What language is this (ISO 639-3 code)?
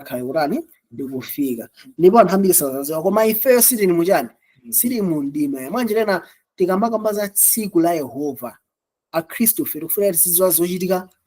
nya